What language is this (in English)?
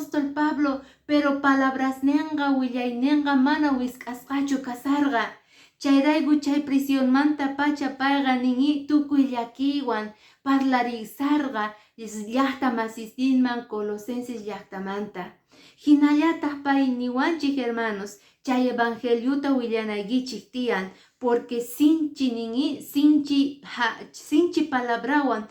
Quechua